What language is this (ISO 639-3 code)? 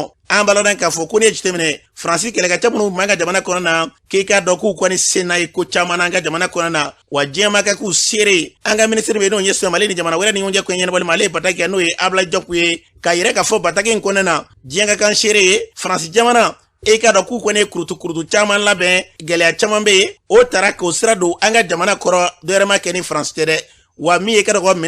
bam